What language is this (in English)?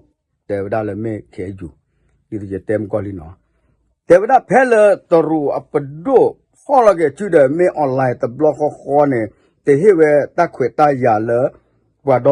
S'gaw Karen